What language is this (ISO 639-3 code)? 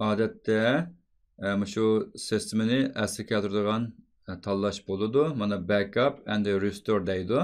uig